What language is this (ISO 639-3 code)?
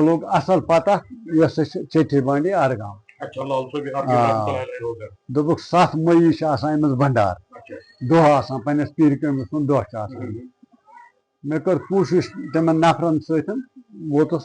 kas